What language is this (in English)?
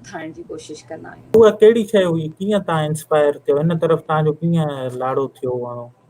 Sindhi